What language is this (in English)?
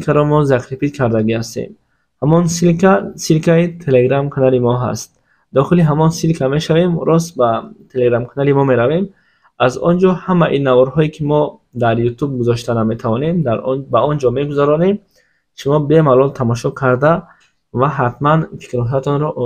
Tajik